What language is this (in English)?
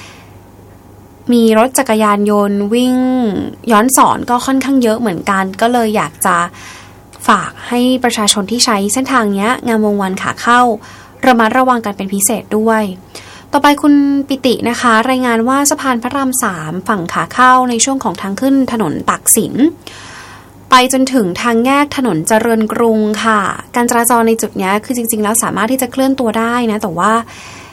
Thai